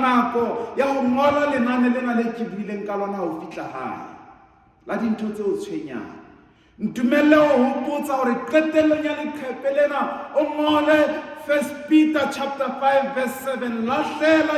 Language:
Southern Sotho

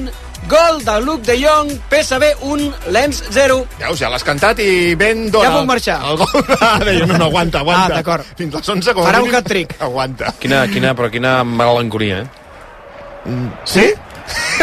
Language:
Catalan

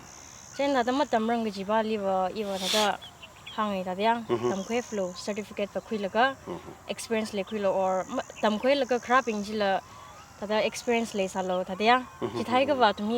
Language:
Tangkhul Naga (India)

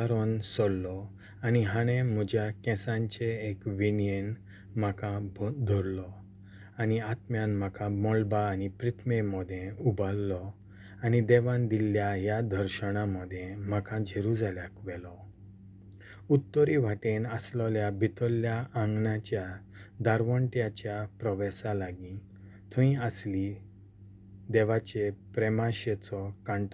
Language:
Konkani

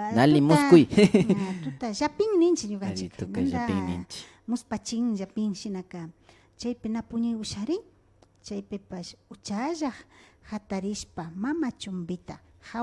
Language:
Imbabura Highland Quichua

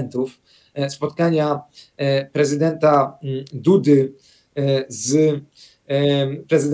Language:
Polish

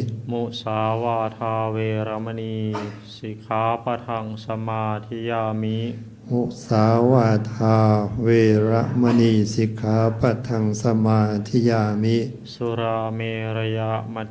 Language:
Pali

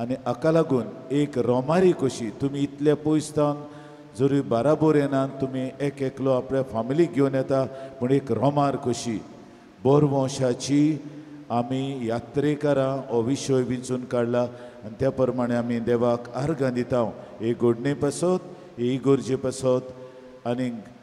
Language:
Konkani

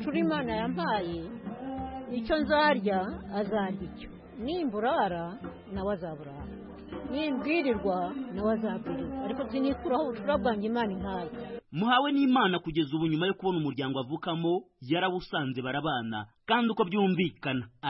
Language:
Kinyarwanda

